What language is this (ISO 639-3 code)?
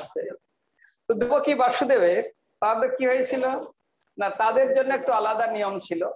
ben